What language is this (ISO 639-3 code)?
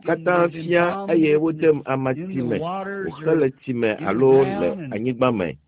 ewe